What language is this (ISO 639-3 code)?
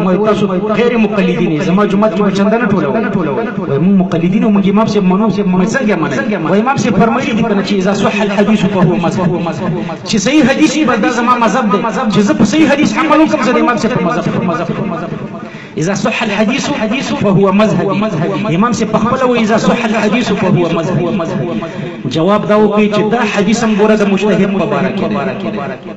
pus